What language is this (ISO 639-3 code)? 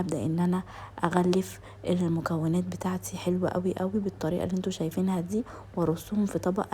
arz